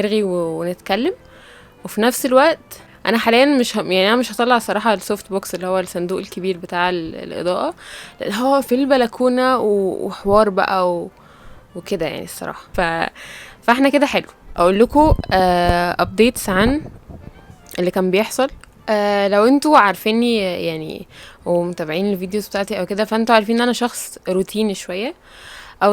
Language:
Egyptian Arabic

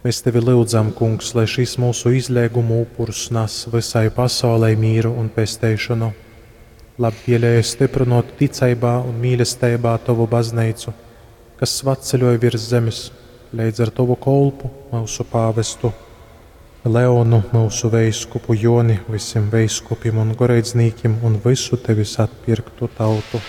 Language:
Latgalian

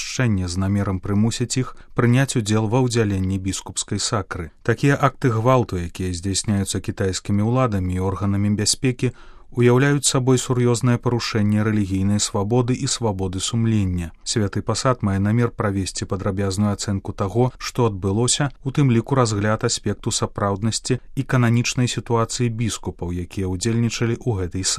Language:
Belarusian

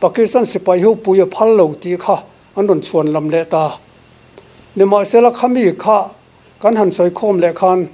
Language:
Mizo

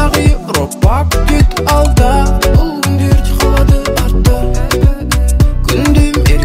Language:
Kazakh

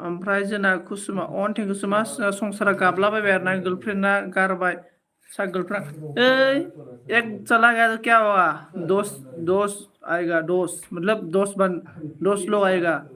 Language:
Bodo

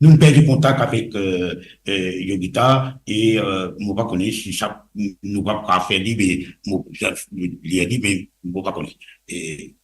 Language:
Morisyen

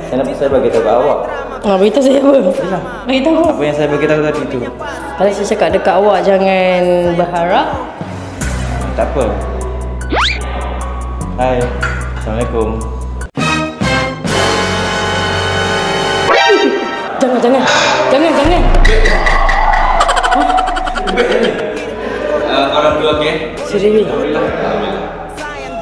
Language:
Malay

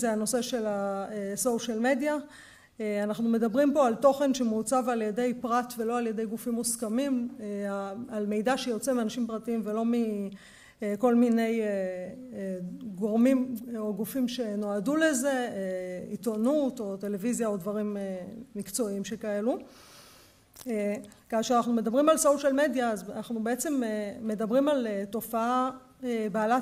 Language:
Hebrew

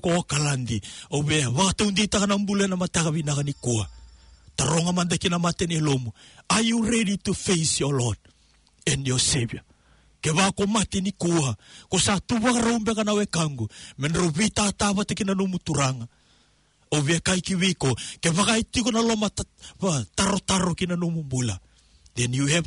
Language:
Fijian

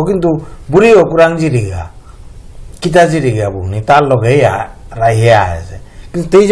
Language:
Bishnupriya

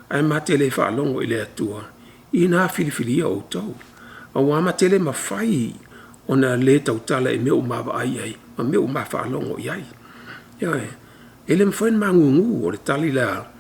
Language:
Samoan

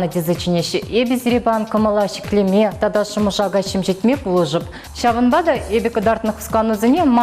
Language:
Chuvash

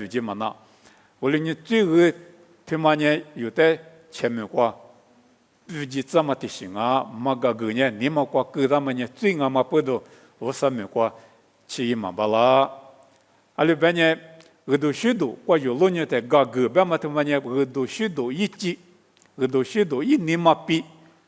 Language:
Lisu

